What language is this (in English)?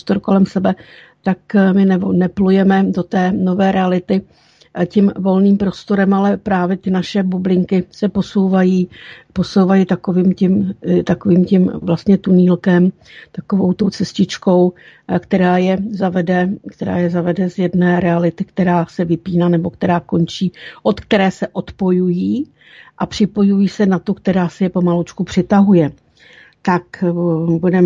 Czech